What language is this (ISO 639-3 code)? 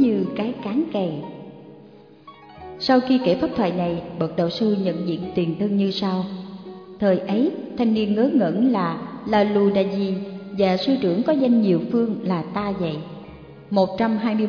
vie